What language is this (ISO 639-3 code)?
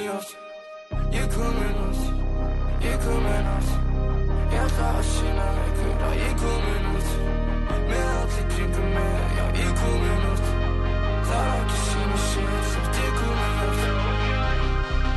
isl